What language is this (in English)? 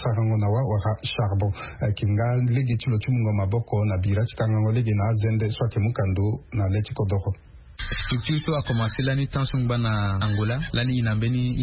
Sango